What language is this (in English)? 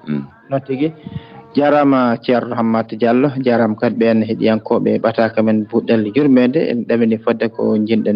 Fula